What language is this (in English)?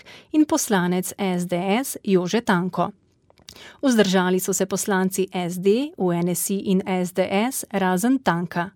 Slovenian